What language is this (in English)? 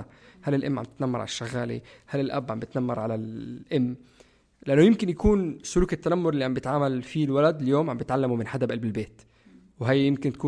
North Levantine Arabic